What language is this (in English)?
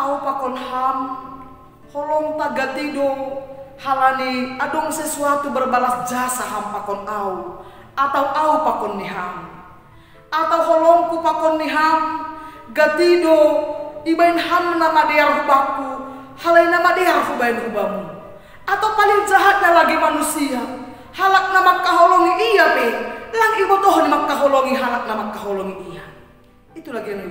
Batak Simalungun